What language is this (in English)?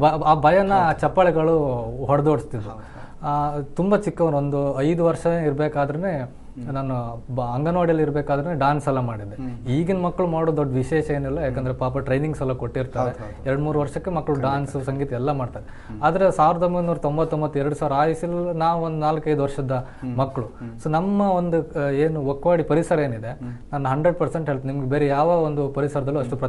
Kannada